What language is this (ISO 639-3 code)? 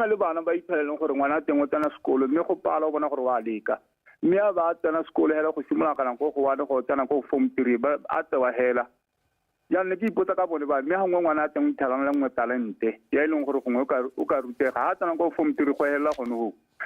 tsn